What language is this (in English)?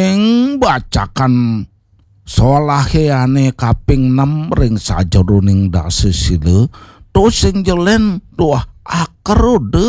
Balinese